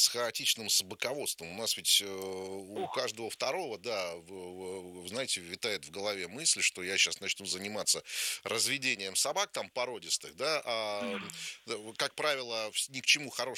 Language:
Russian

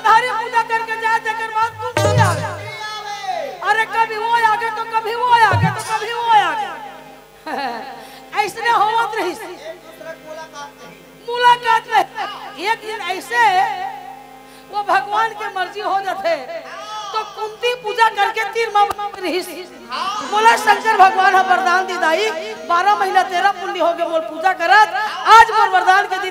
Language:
Chhattisgarhi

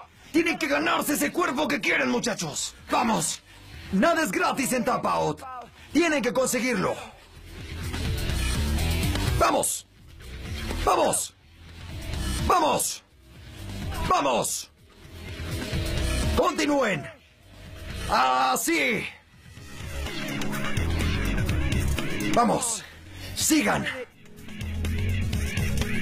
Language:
Spanish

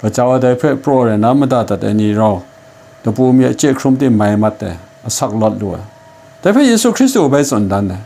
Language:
Kachin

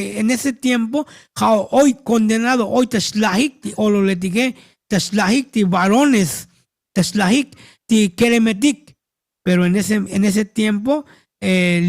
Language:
Tzotzil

